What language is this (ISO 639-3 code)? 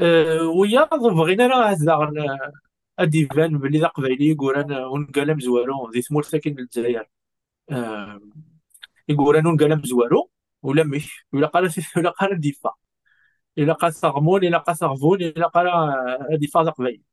kab